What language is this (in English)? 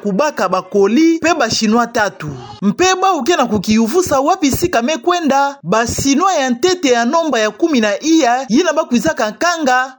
Kituba (Democratic Republic of Congo)